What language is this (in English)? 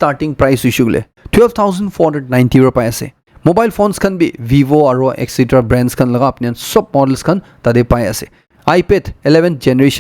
Naga Pidgin